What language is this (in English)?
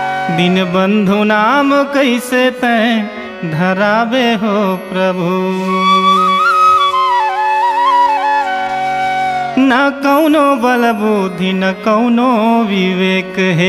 Chhattisgarhi